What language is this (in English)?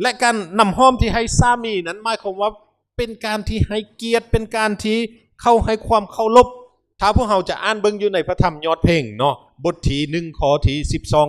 Lao